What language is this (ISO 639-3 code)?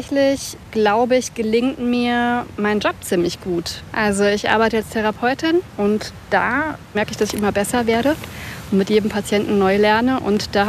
deu